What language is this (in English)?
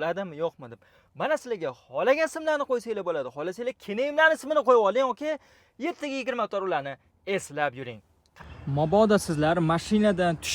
Uzbek